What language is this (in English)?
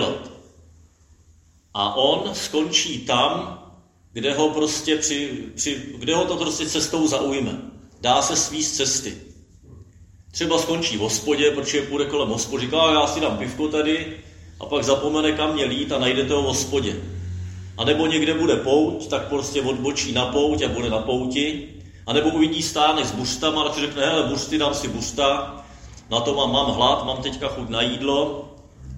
Czech